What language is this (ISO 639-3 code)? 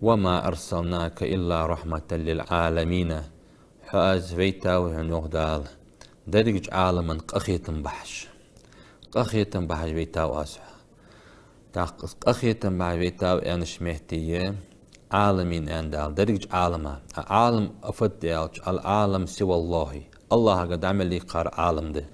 inh